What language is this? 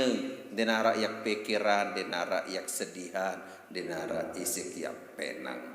Sasak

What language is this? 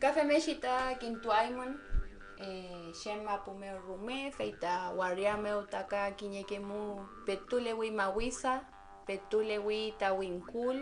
Mapuche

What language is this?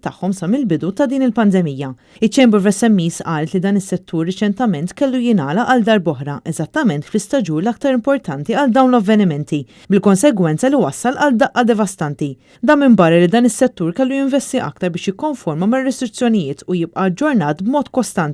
Maltese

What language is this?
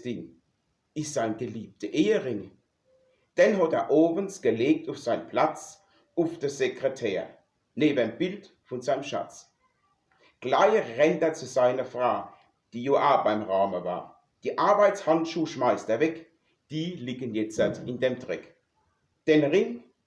Palatine German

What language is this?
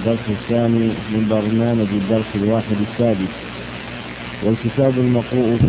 Arabic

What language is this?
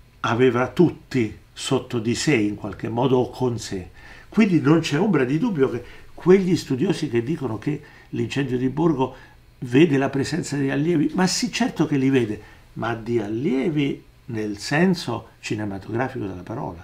Italian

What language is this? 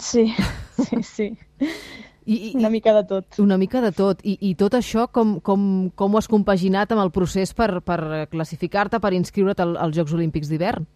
Catalan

